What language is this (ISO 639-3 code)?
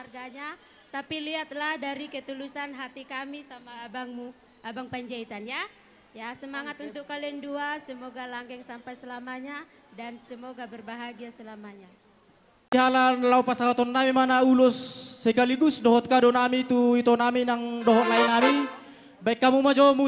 bbc